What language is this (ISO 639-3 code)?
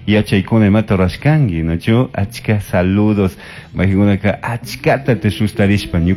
qug